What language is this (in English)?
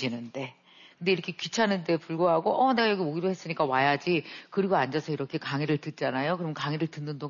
Korean